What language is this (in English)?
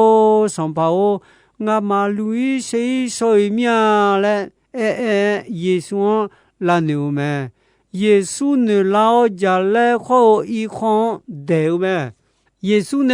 Akha